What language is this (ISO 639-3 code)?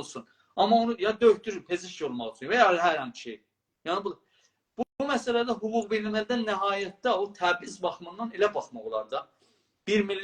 azb